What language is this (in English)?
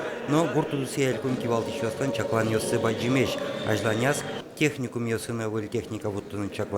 Udmurt